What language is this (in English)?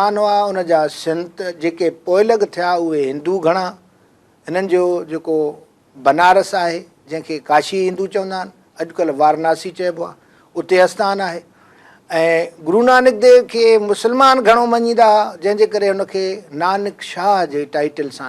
Sindhi